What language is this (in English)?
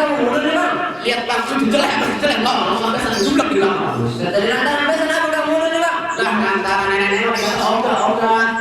Betawi